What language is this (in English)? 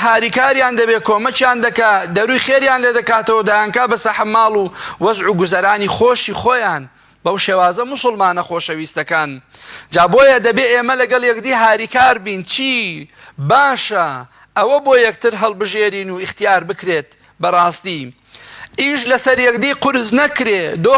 Central Kurdish